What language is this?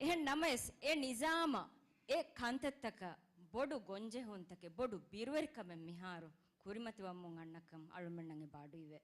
Divehi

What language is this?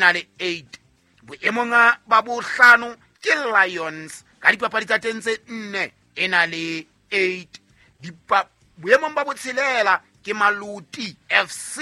Southern Sotho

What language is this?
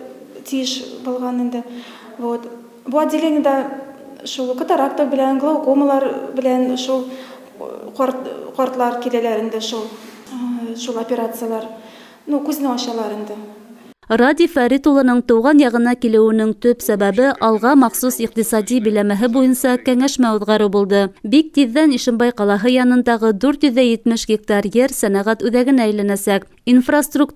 Bashkir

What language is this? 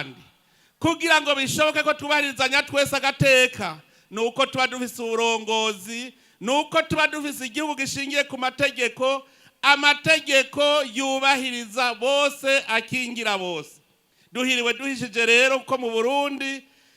Rundi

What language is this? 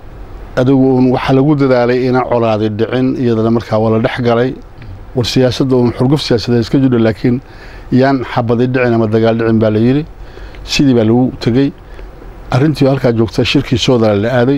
Somali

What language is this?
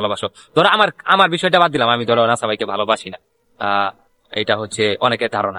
Bangla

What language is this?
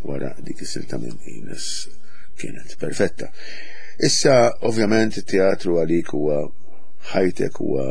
Maltese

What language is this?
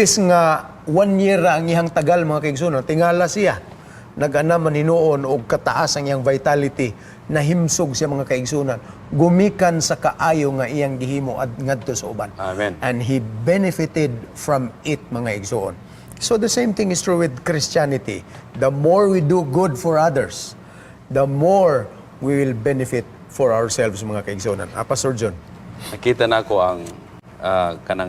Cebuano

